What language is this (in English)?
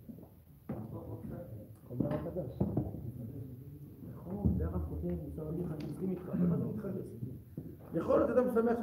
Hebrew